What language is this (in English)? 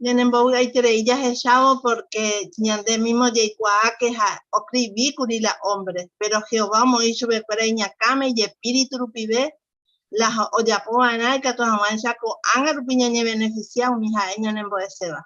Guarani